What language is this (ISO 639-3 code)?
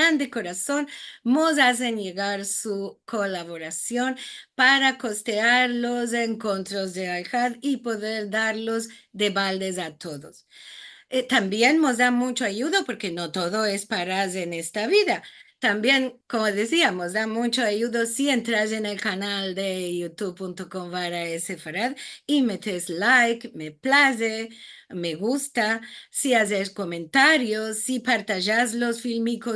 lad